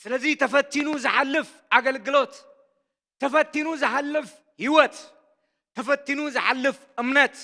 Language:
Tigrinya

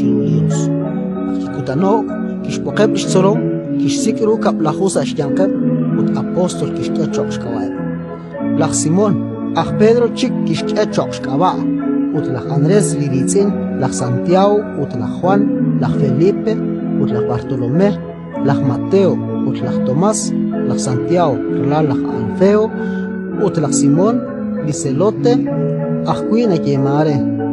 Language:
Kekchí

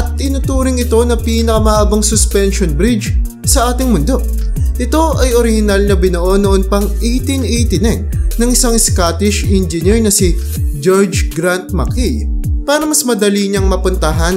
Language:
Filipino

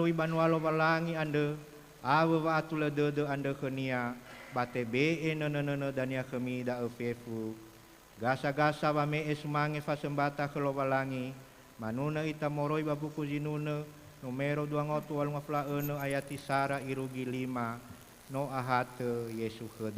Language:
Nias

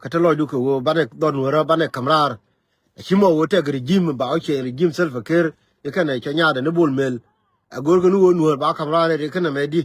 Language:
Nuer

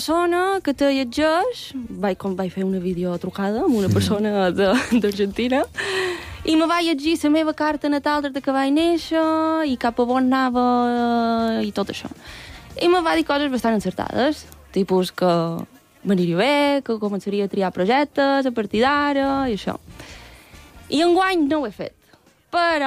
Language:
Catalan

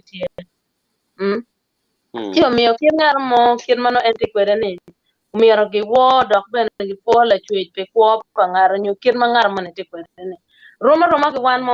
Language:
Acoli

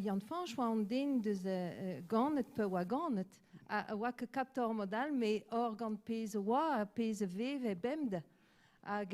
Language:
Breton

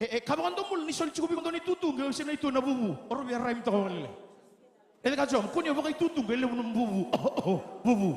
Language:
Fijian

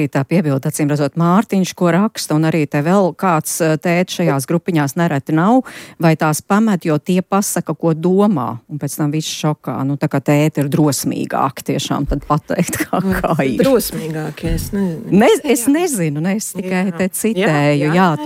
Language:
Latvian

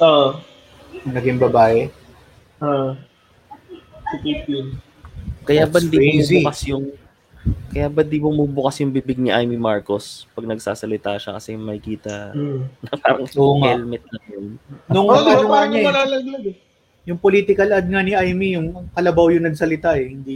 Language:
Filipino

